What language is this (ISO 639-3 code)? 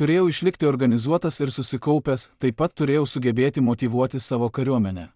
lit